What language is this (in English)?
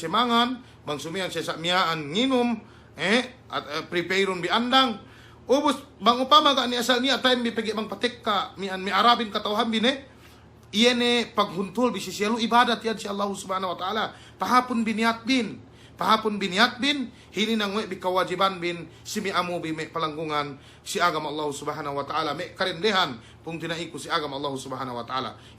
Yakan